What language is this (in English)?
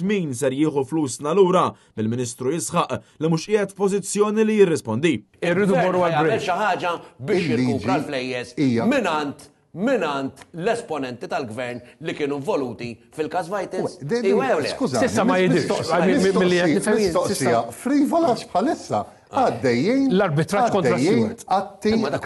Maltese